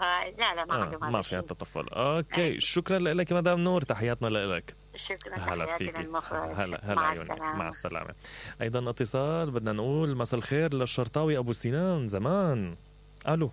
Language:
Mesopotamian Arabic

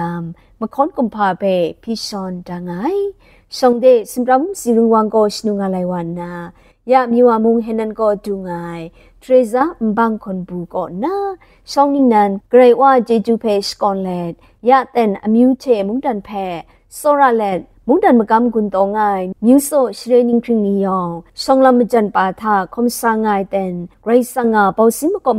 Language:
Kachin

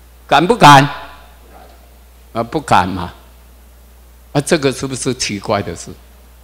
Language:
Chinese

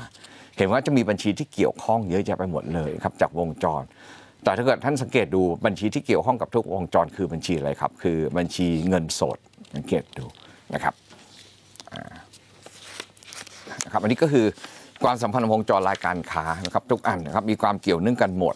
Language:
Thai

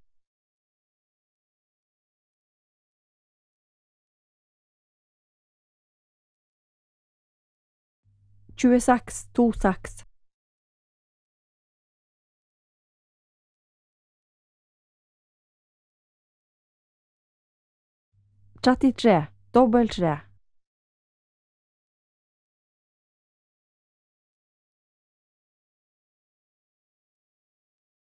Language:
Norwegian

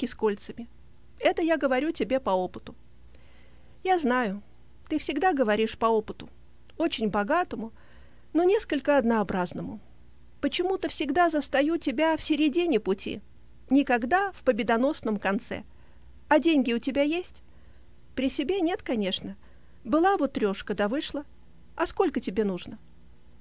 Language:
Russian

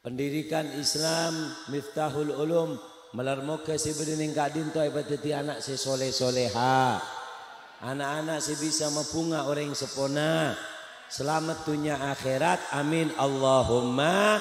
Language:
Madurese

